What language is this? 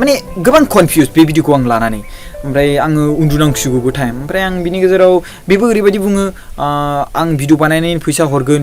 Bodo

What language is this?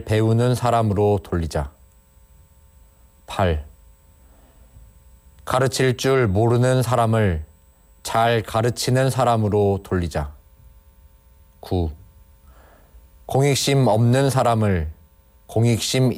Korean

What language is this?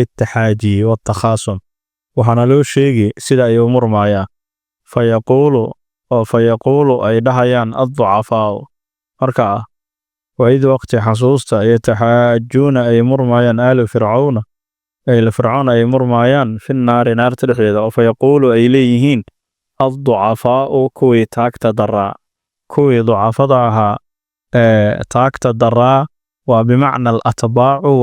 Somali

